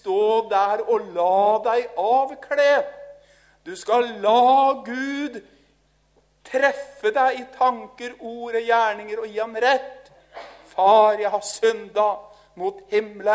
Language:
Norwegian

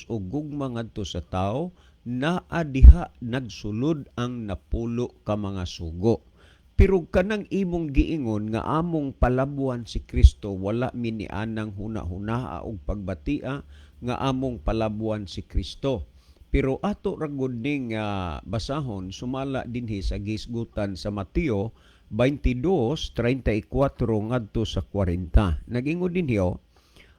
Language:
Cebuano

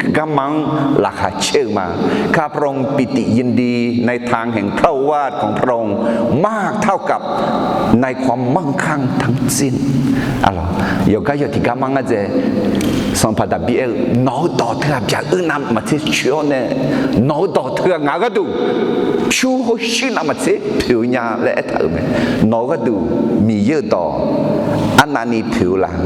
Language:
Akha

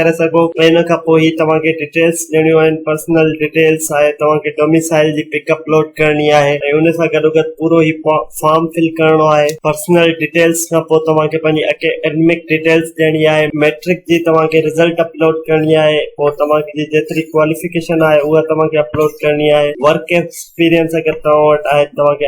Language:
Sindhi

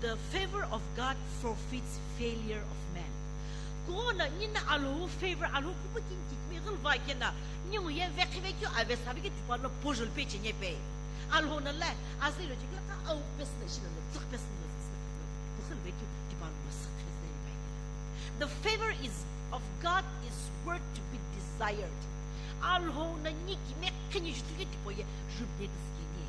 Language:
Sumi Naga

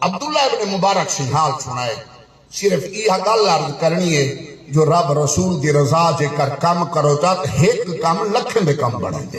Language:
Saraiki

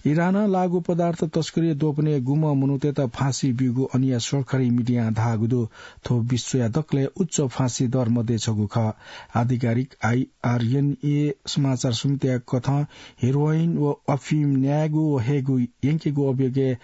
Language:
Newari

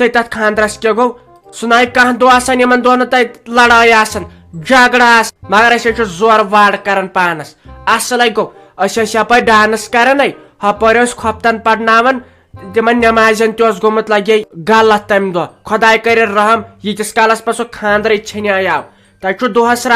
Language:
Kashmiri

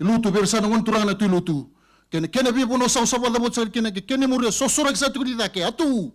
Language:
Fijian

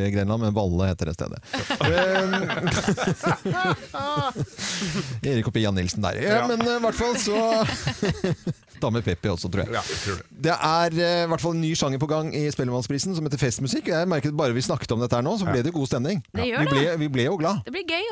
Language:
Norwegian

